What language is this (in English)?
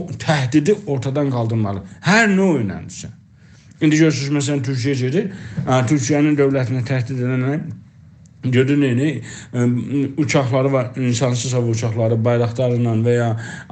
South Azerbaijani